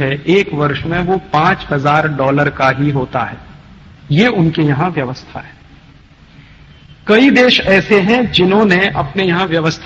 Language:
Hindi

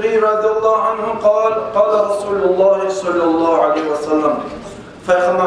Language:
Kumyk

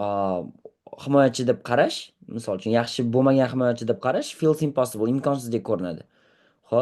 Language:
Uzbek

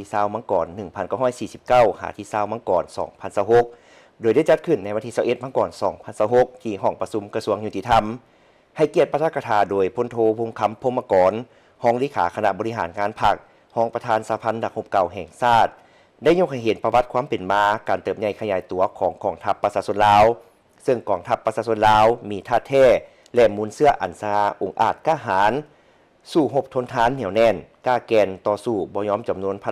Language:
Lao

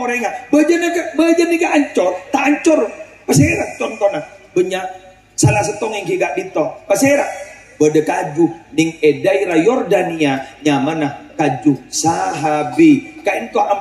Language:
Madurese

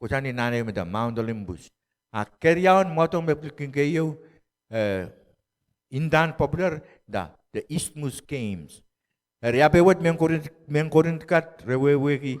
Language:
Pohnpeian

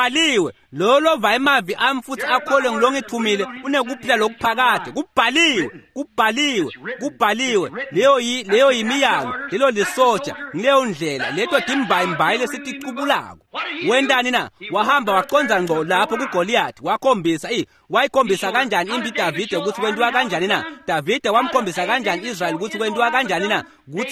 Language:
Swati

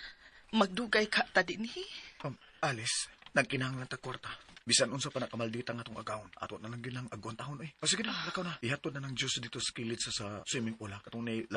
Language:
Cebuano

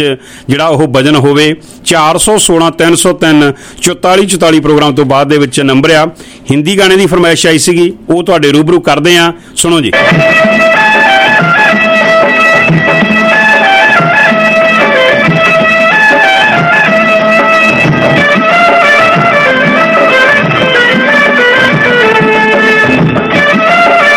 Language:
Punjabi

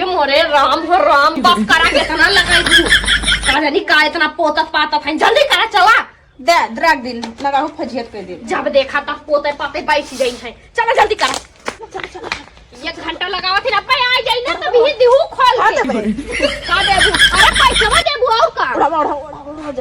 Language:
Awadhi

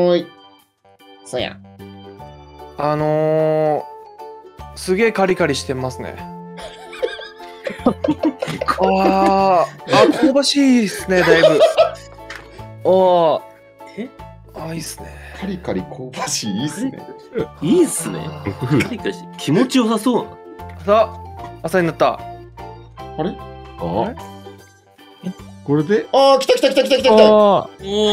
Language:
Japanese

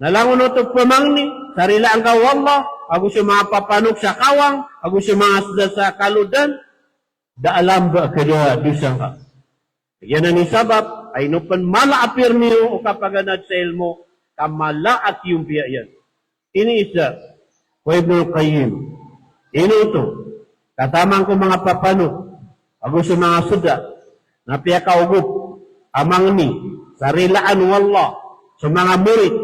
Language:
Maranao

